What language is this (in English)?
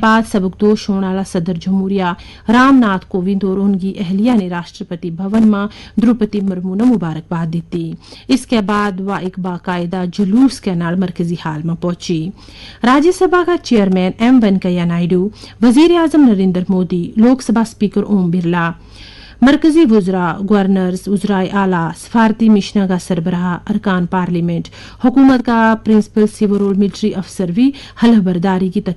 Gujari